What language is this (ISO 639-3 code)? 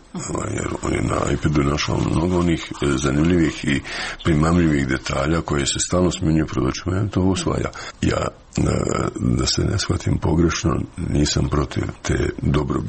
hrv